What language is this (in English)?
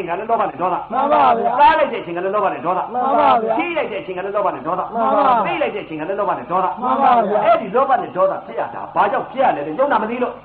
Burmese